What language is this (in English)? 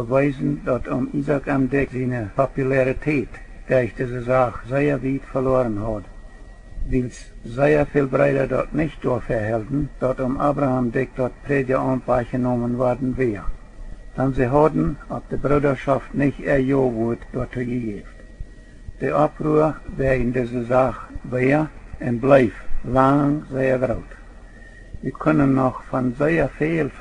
Plautdietsch